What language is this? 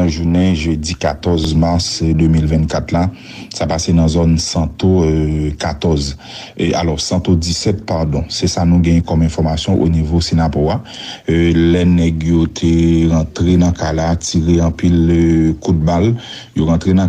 Haitian Creole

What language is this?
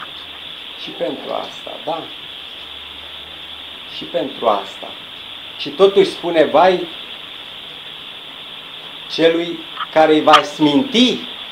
Romanian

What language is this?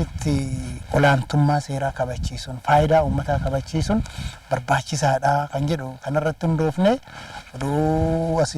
Oromo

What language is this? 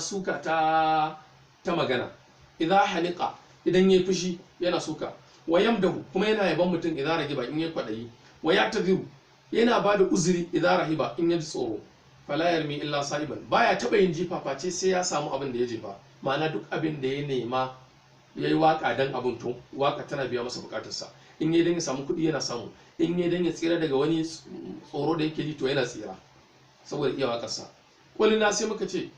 Hausa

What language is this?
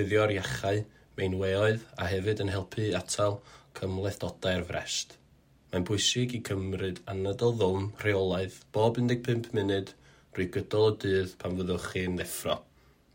Welsh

